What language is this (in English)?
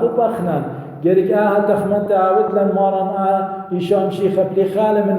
Assyrian Neo-Aramaic